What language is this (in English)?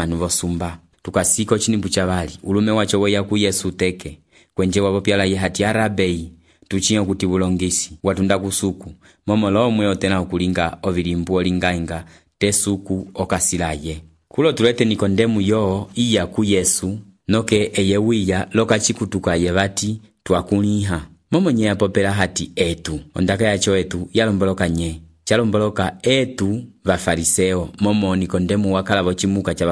Umbundu